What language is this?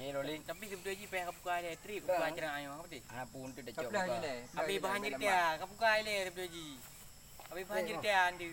Achinese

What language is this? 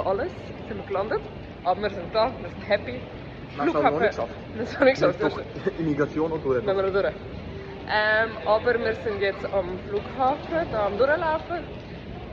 Swiss German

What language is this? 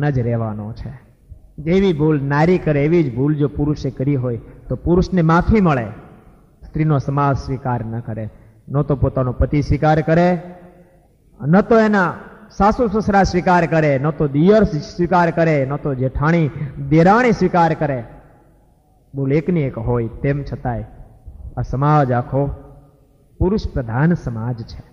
Gujarati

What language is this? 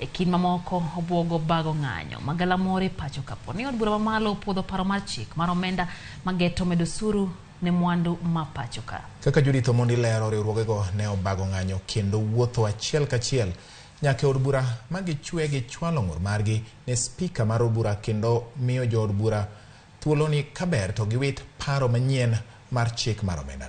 Luo (Kenya and Tanzania)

